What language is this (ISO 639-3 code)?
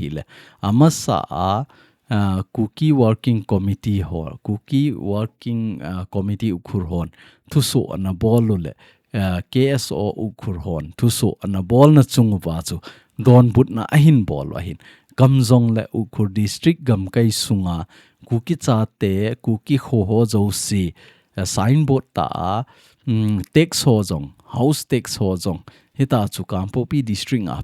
tcz